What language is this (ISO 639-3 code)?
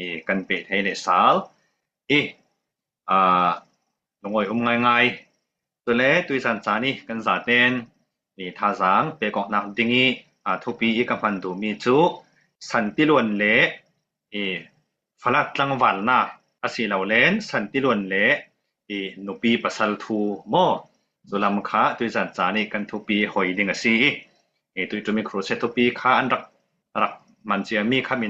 cfm